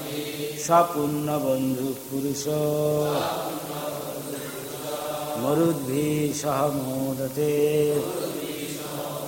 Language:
Bangla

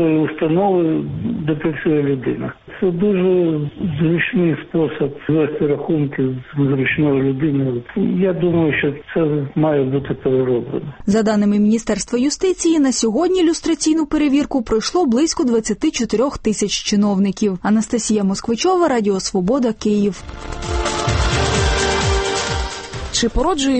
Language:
Ukrainian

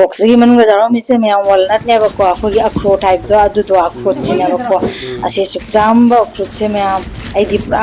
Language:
Manipuri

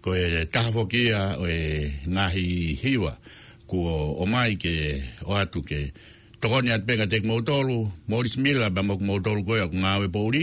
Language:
Tongan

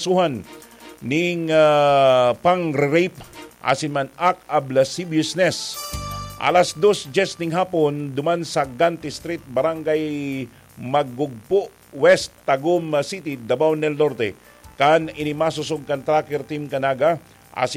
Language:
Bikol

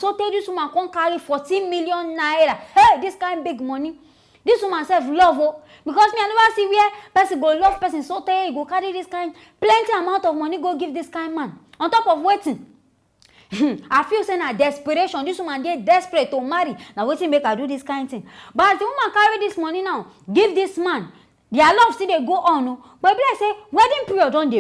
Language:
Nigerian Pidgin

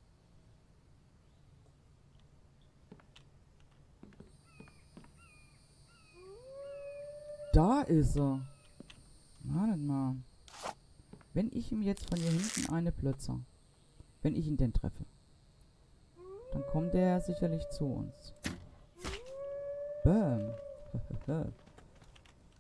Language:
German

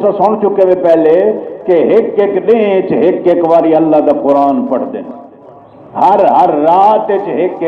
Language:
Saraiki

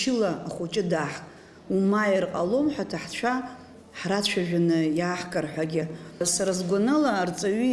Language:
Abkhazian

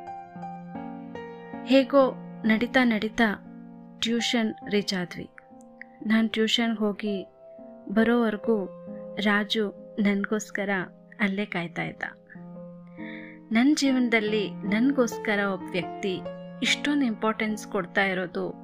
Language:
Kannada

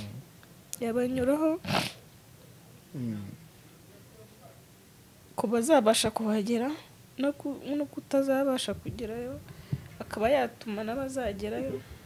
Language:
Kinyarwanda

